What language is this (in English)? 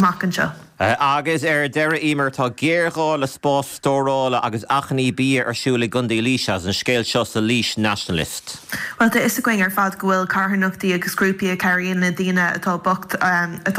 Irish